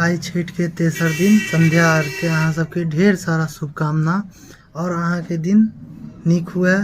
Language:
Maithili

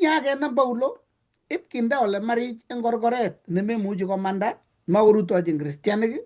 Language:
Kalenjin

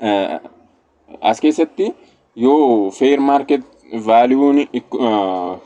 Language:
Oromo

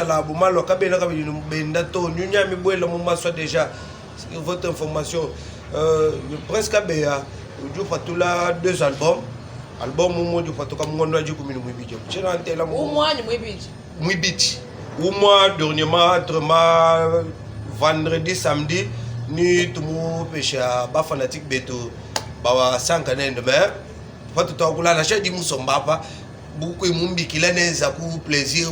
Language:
Luba-Lulua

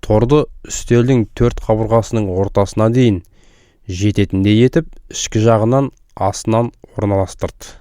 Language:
Kazakh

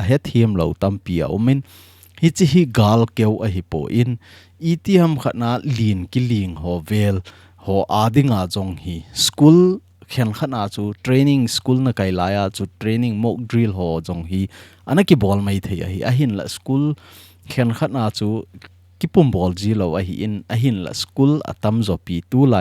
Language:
Thado Chin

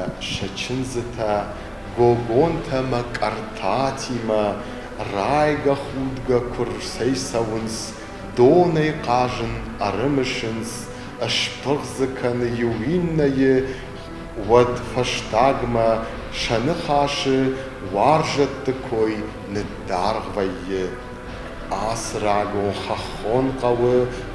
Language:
Ossetic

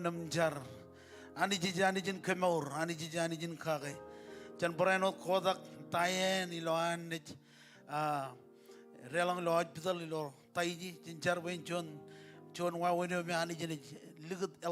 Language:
Marshallese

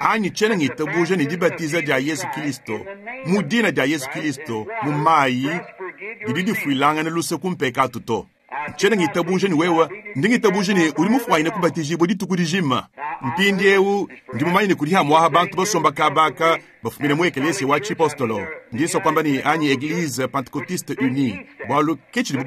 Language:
Luba-Lulua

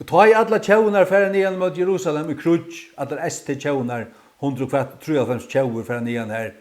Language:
Faroese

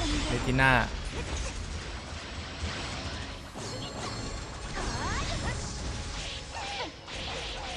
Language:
Thai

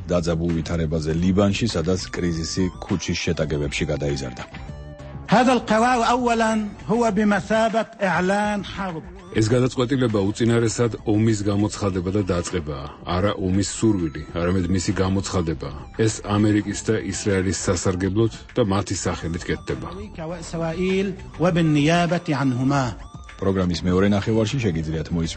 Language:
Georgian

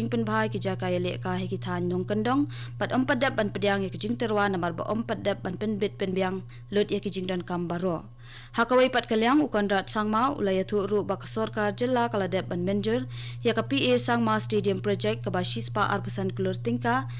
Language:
Khasi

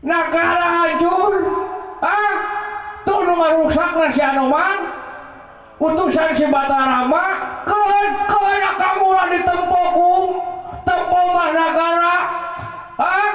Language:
Sundanese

